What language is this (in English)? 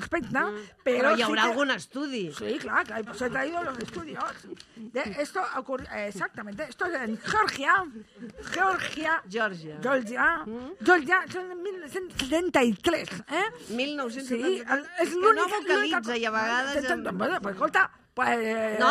Catalan